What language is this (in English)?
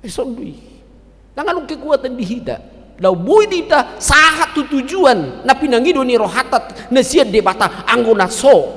Batak Toba